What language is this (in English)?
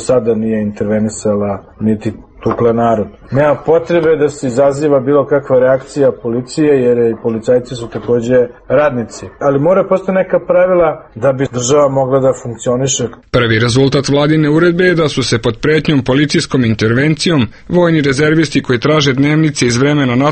Serbian